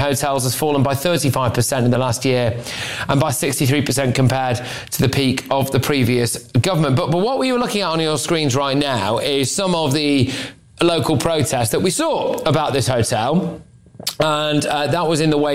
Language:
English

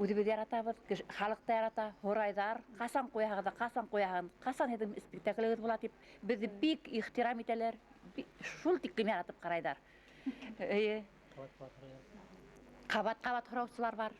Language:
Bashkir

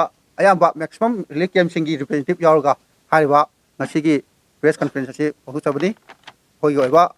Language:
Manipuri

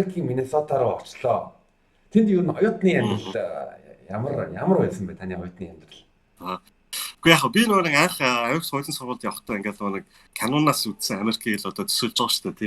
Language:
Mongolian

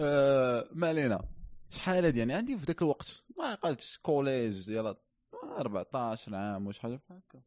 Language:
Moroccan Arabic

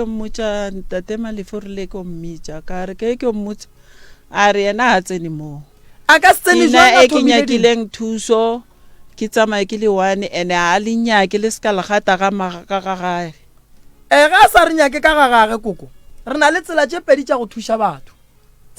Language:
Northern Sotho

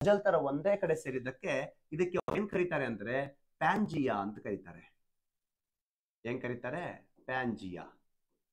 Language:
Kannada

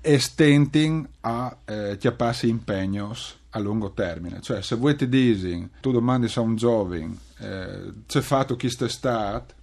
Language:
Friulian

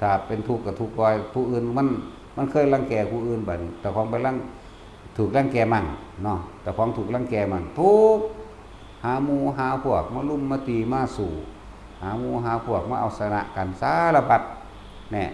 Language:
Lao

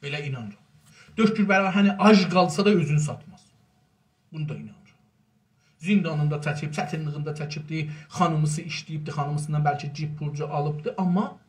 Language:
South Azerbaijani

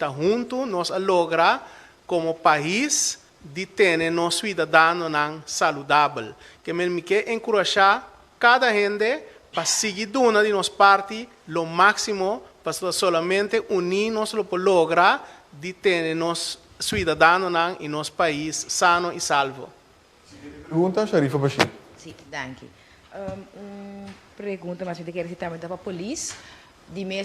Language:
Papiamento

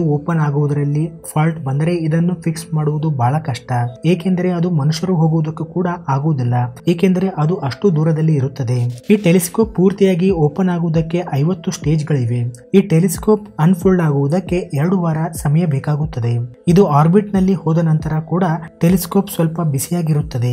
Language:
Kannada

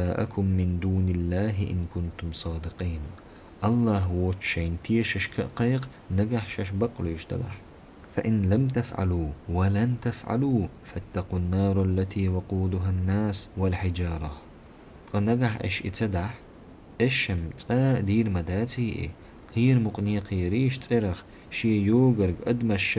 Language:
Chechen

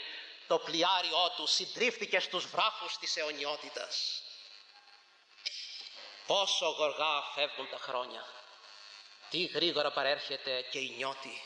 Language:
Greek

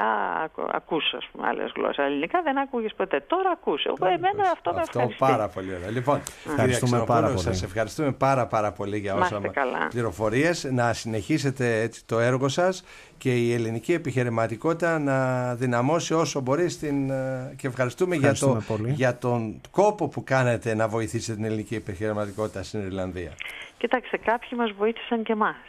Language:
Greek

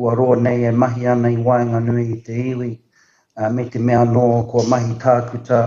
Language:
Māori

